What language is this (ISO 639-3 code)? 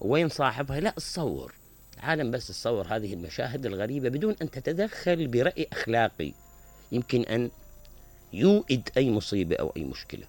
acm